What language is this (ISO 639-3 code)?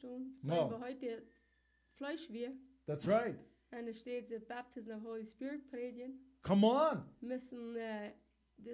pdt